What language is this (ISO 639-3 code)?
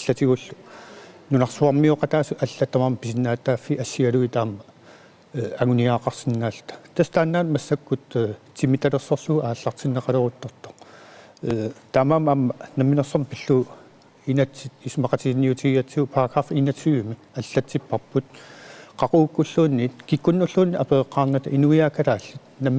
kal